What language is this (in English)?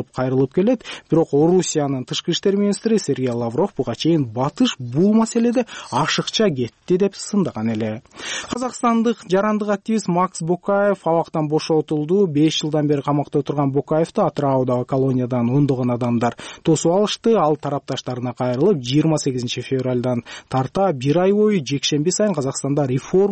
Kyrgyz